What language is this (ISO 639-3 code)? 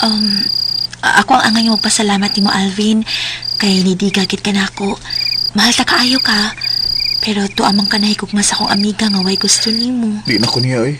ceb